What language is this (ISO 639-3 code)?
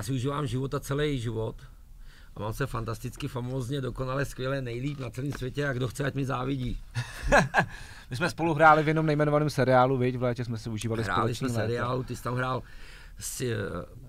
ces